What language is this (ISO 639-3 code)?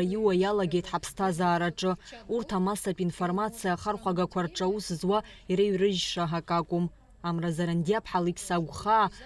abk